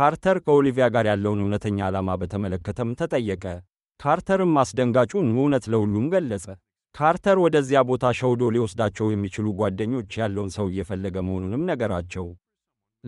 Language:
Amharic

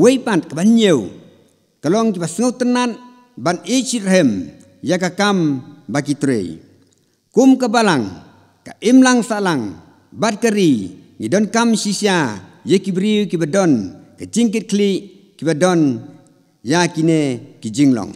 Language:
Khasi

